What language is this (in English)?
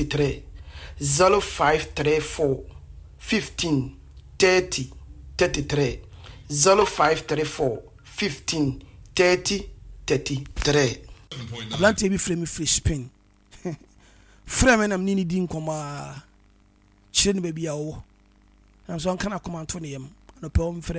Akan